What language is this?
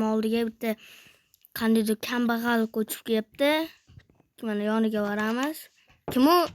Uzbek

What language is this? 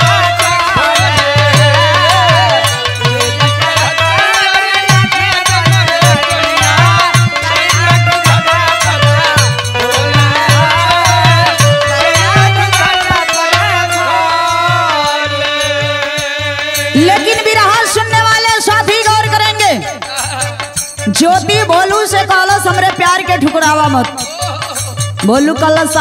Bhojpuri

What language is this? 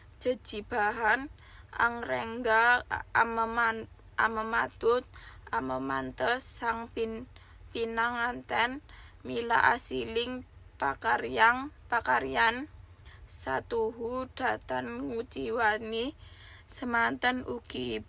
Javanese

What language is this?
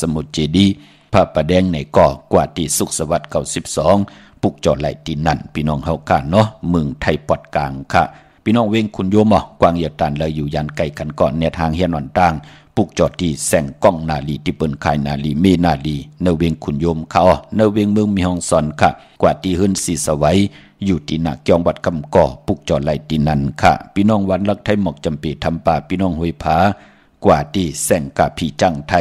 Shan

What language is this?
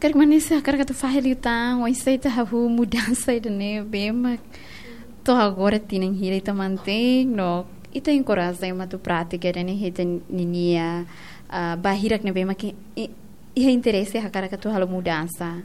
Tetum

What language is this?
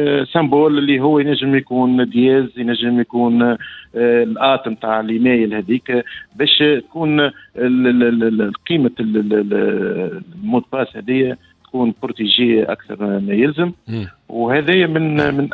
Tunisian Arabic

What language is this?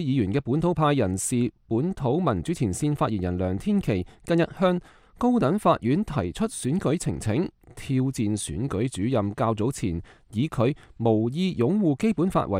Cantonese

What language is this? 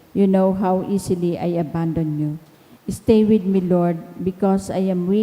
Bikol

